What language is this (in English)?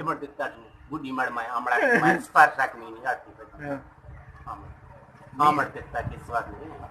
Eastern Balochi